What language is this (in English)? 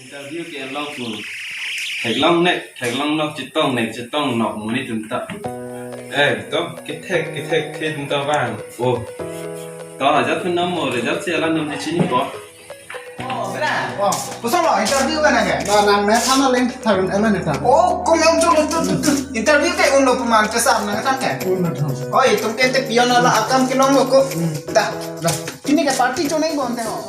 Karbi